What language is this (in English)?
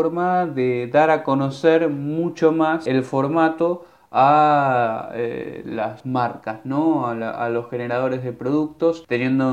Spanish